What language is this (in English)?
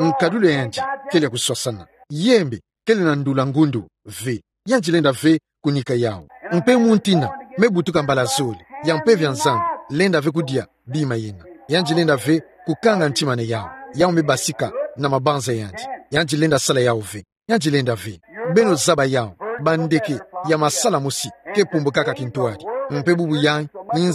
Kituba (Democratic Republic of Congo)